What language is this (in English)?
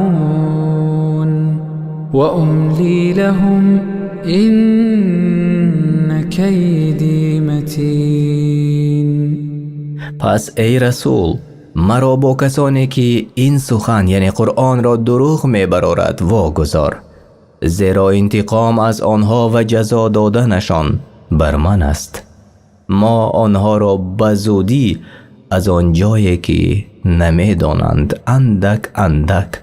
Tajik